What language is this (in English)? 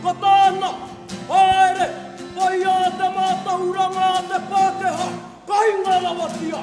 Māori